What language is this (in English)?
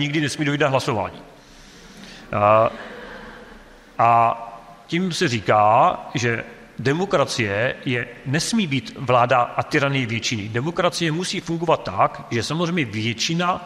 Czech